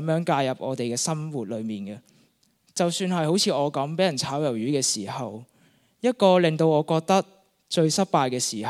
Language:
Cantonese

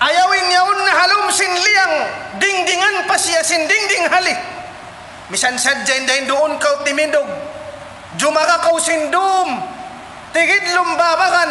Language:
Tausug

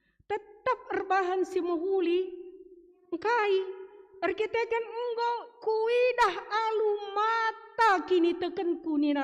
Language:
Batak Karo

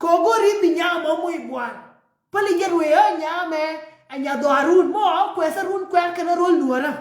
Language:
Nuer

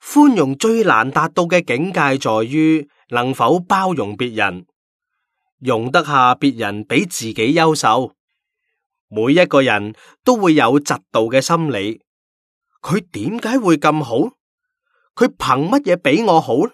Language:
Cantonese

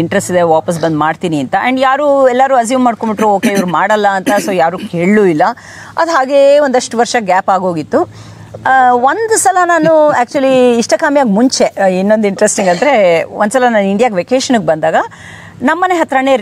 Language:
Kannada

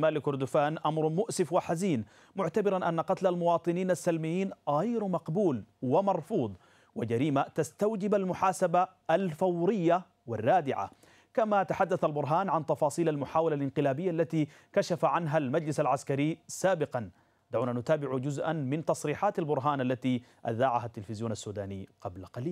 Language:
Arabic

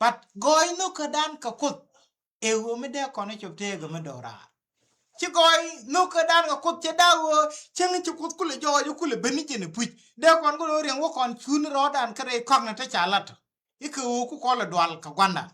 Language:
Nuer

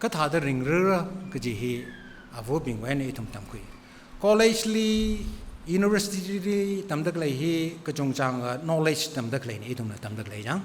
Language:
Tangkhul Naga (India)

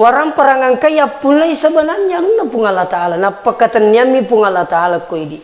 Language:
Buginese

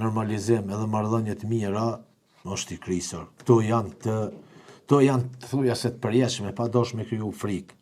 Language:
Albanian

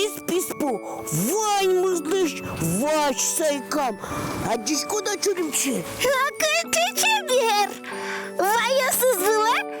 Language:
Udmurt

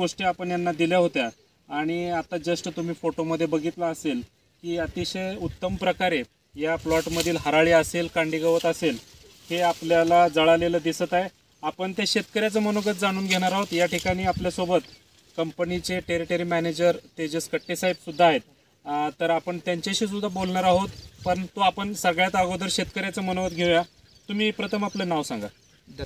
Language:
Marathi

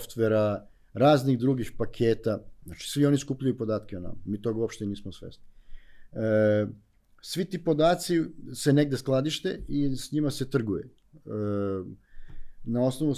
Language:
Serbian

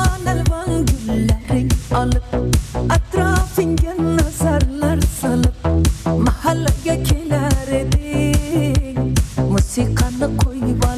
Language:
Kara-Kalpak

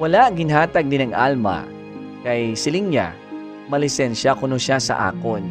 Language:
Hiligaynon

